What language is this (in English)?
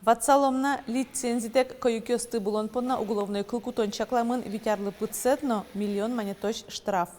Udmurt